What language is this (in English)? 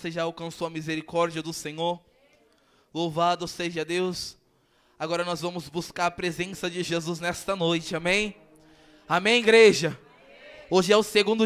Portuguese